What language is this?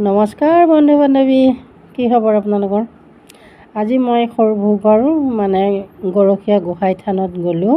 Assamese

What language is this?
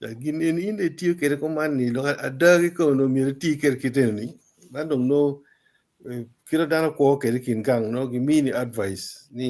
Acoli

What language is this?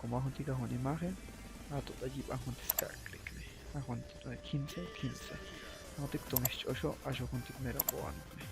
Chuj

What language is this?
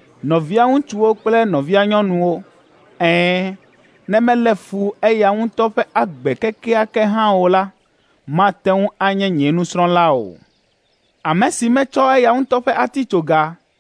Ewe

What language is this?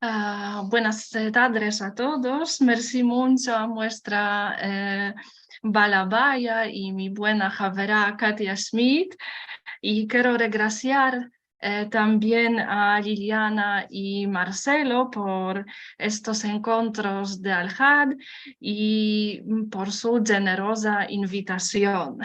Ladino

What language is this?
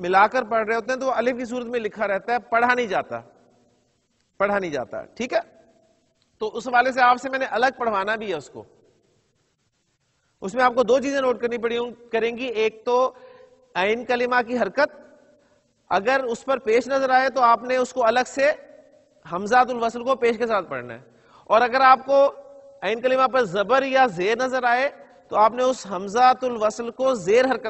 Urdu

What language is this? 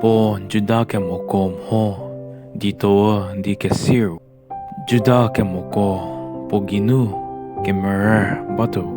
Angami Naga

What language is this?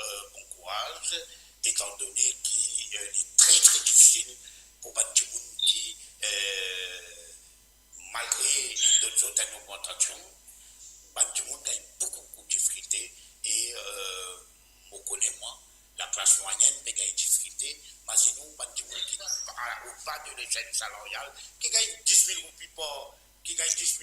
Morisyen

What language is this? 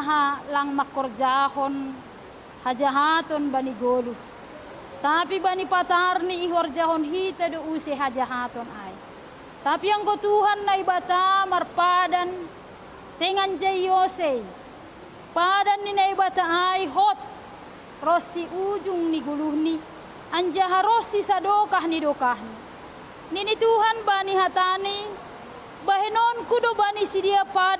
Batak Simalungun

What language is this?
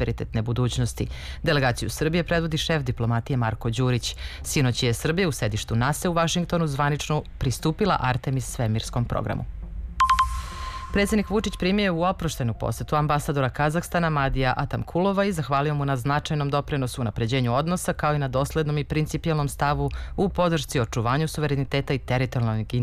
Serbian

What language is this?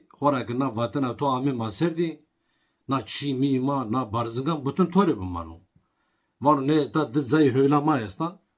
Zaza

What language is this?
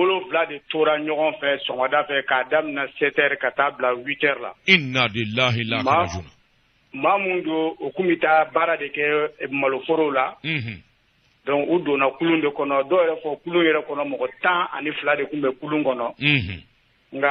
Bambara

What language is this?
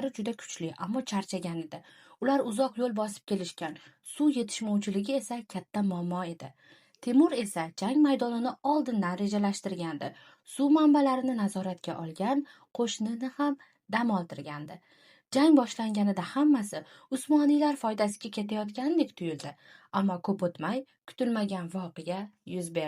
Uzbek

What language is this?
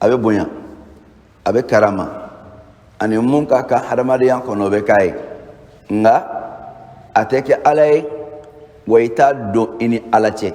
Bambara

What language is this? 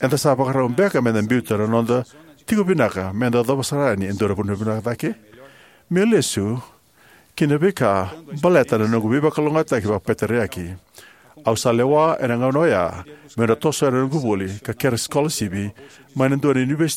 Fijian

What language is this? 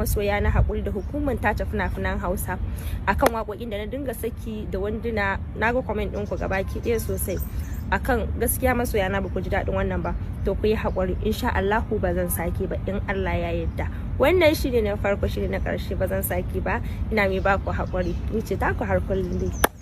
Hausa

